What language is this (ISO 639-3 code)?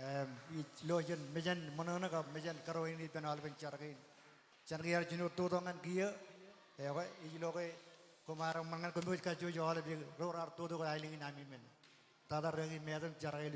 mah